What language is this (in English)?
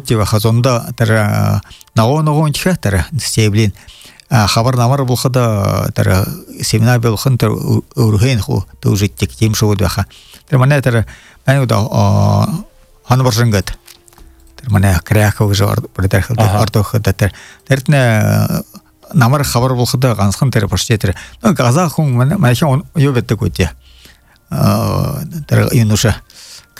Buriat